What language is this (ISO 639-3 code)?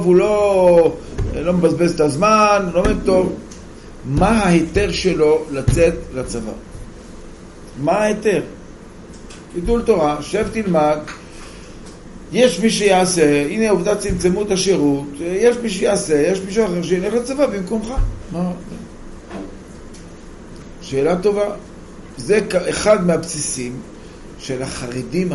heb